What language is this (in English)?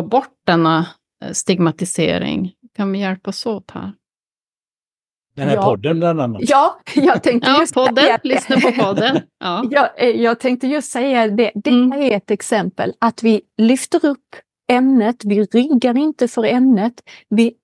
Swedish